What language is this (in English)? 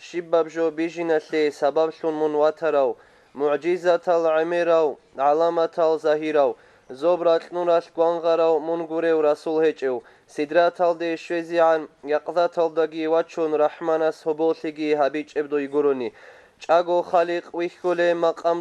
Avaric